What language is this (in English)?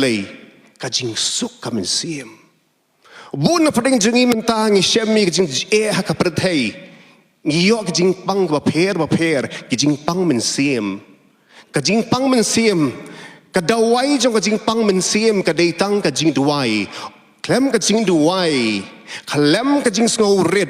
Khasi